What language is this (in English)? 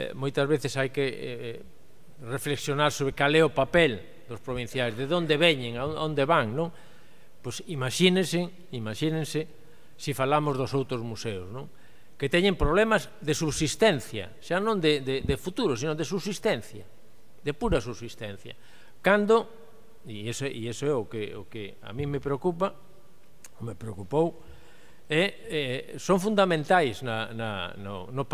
Galician